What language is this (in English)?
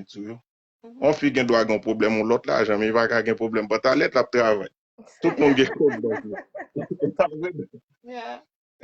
Haitian Creole